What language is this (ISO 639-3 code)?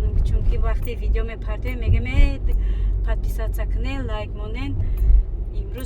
tgk